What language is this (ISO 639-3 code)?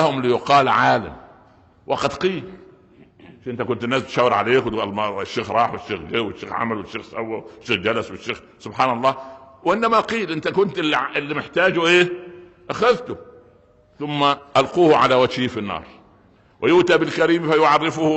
arz